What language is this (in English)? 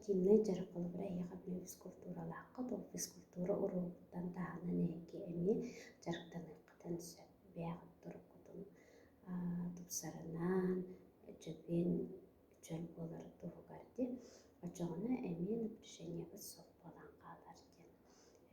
Yakut